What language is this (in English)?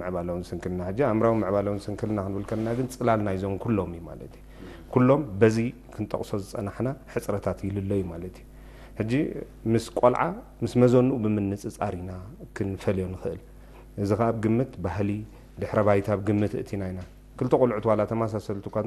Tigrinya